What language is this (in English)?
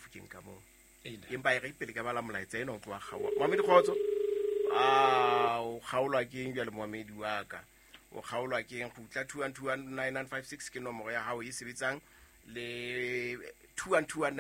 Southern Sotho